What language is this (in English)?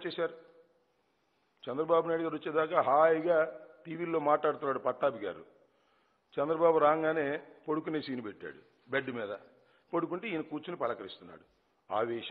Telugu